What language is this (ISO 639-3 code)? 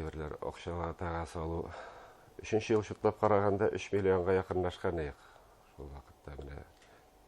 bak